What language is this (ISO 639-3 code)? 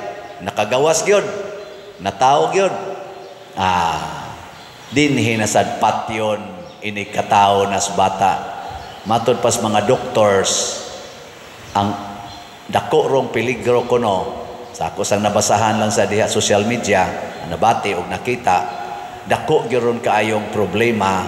ceb